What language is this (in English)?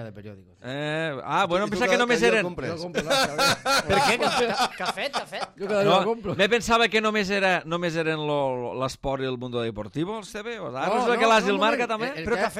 Catalan